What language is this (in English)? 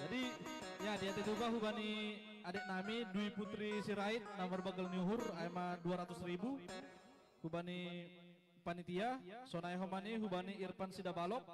Batak Simalungun